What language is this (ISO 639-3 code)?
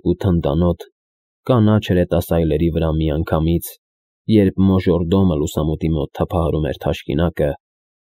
hye